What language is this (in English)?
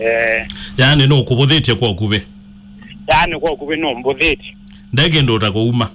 Kamba